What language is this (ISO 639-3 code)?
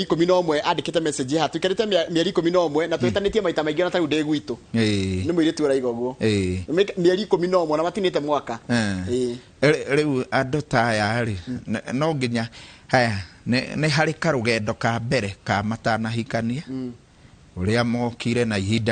kik